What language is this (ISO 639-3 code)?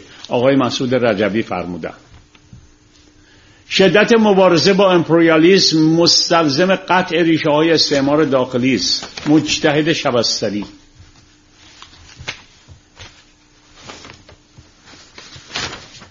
fas